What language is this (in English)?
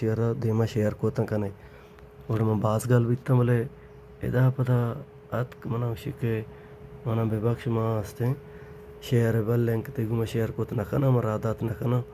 Baluchi